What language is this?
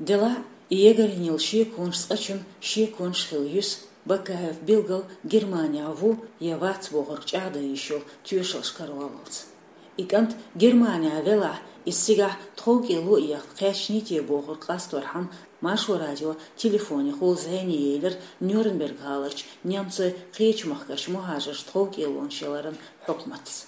Chechen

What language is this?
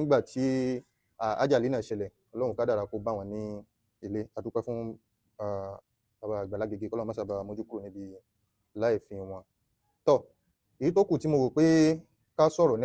Yoruba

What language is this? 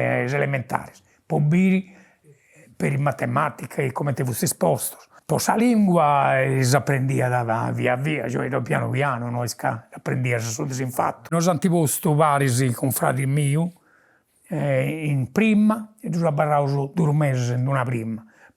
Sardinian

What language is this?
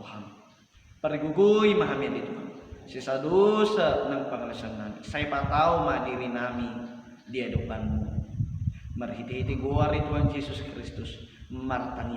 Batak Toba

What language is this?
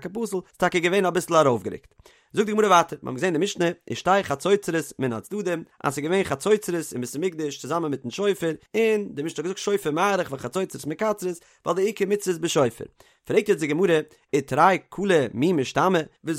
Yiddish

